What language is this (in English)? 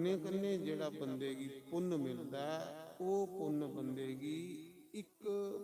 Dogri